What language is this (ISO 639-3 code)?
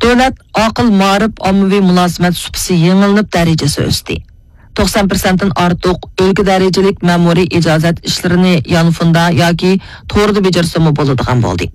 uig